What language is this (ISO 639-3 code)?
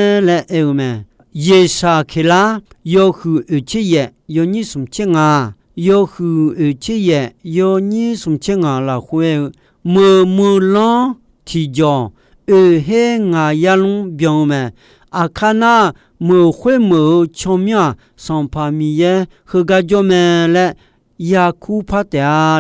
ahk